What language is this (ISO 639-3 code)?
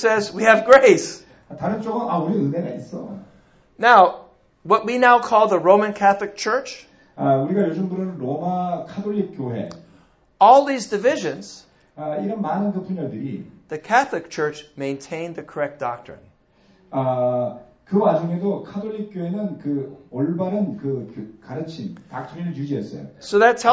kor